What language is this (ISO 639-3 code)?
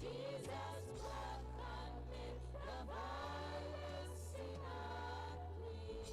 ewe